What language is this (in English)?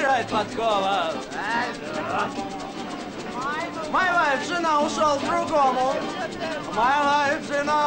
Russian